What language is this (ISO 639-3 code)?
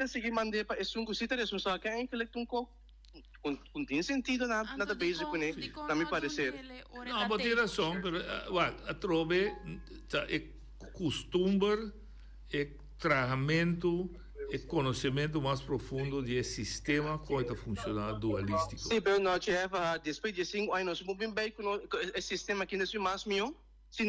pap